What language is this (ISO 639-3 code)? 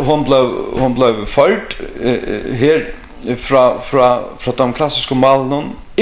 fao